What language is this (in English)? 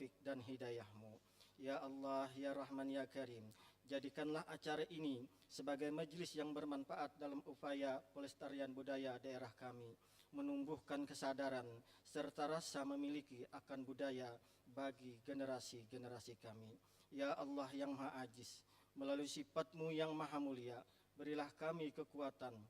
Banjar